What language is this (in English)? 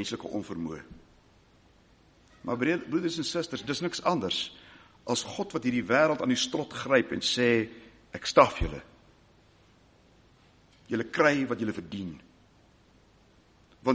Afrikaans